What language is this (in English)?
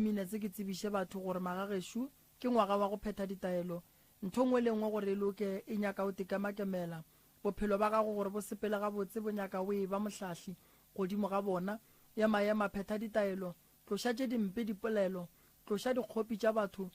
Northern Sotho